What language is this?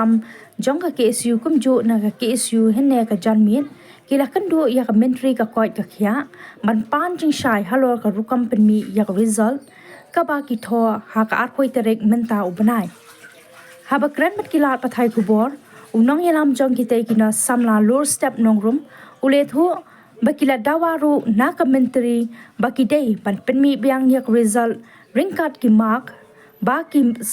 Khasi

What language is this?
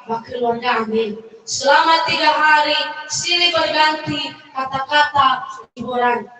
Nias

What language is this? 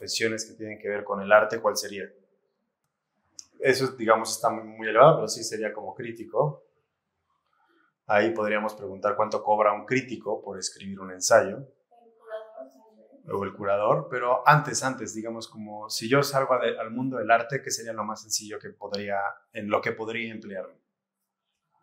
Spanish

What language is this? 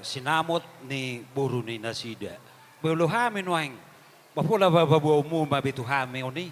Batak Toba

